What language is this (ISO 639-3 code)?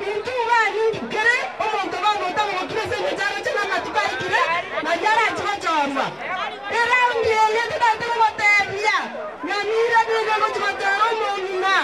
guz